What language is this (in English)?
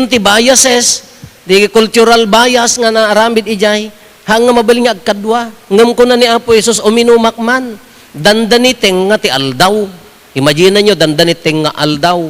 Iloko